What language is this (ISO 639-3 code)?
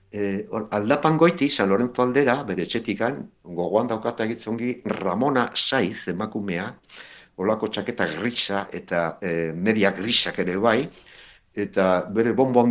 eus